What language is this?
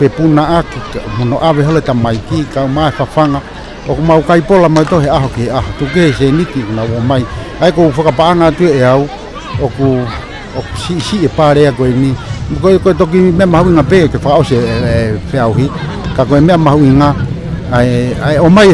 Tongan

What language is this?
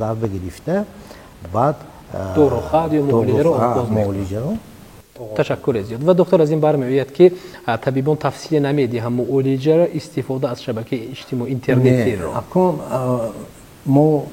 Tajik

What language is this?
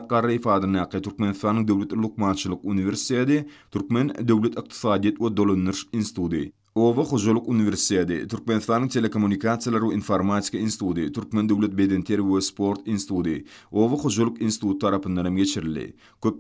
Turkmen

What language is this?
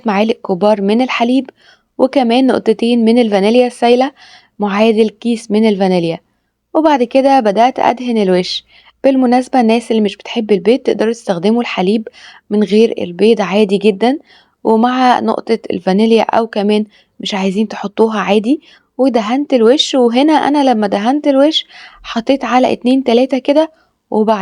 Egyptian Arabic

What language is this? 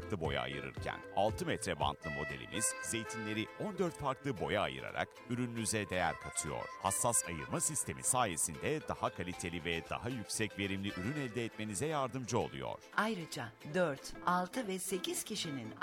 Turkish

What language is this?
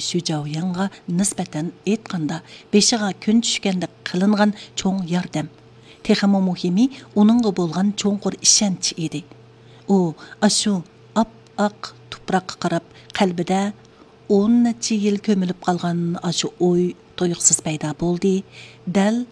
Uyghur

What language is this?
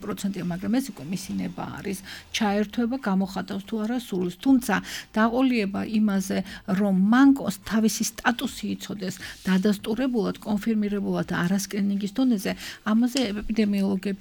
Georgian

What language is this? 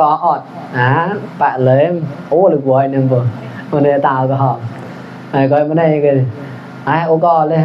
Mon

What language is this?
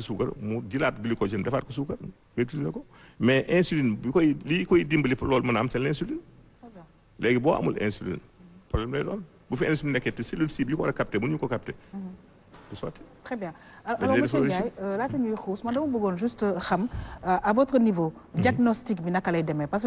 Wolof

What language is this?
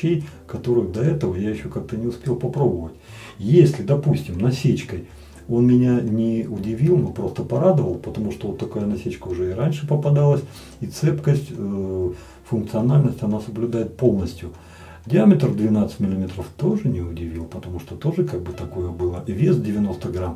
Russian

